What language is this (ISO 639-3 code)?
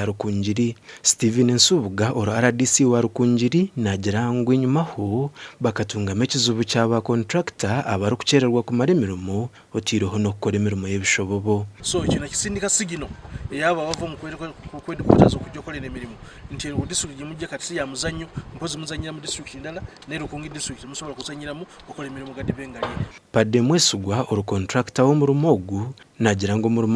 nyn